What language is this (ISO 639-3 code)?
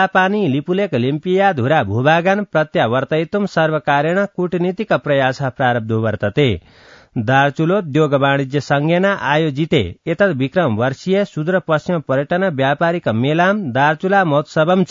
san